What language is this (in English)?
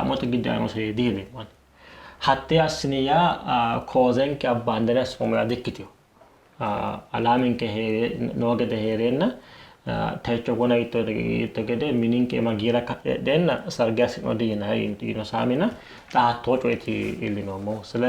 Sidamo